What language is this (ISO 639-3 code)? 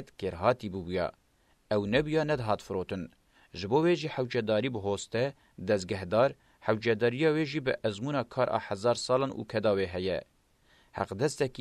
kur